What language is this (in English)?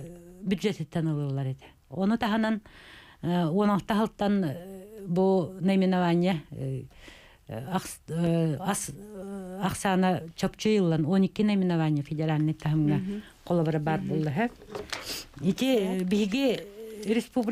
Yakut